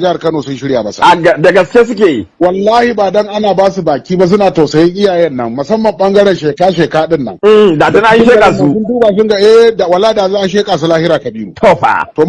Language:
Hausa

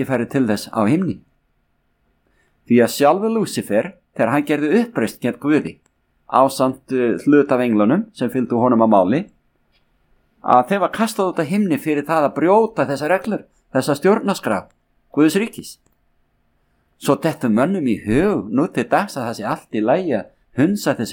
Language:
Icelandic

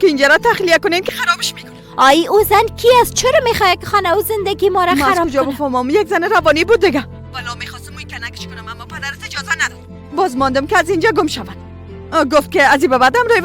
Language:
Persian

